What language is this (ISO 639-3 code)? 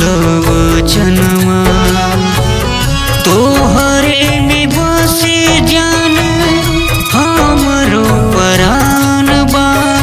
bho